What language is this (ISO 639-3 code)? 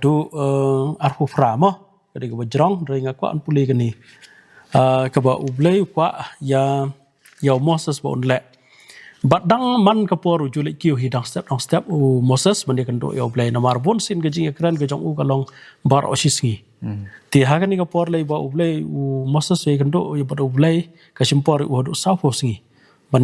kha